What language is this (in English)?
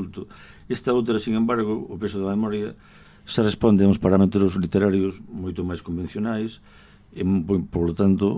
Galician